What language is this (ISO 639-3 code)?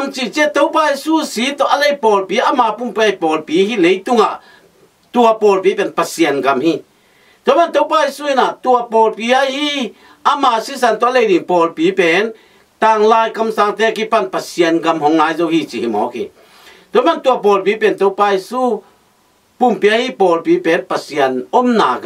ctd